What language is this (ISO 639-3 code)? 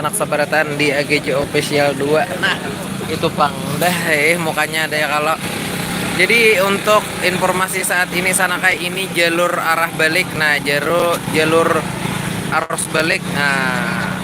bjn